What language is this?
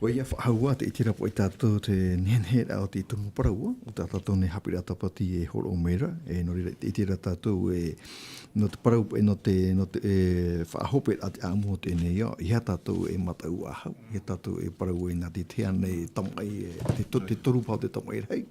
Tahitian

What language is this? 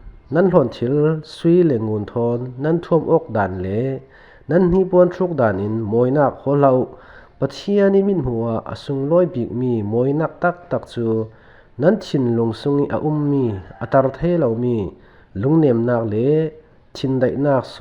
Falam Chin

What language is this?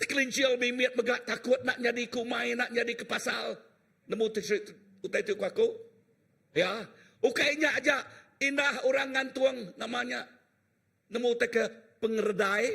Iban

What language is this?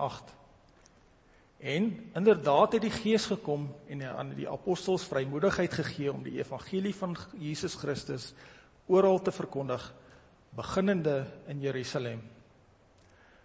Afrikaans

